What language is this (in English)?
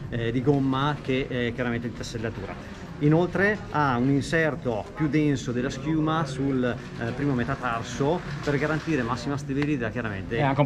Italian